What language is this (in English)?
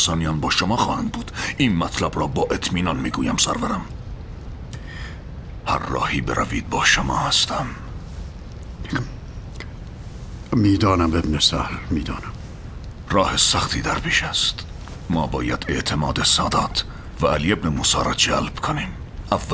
Persian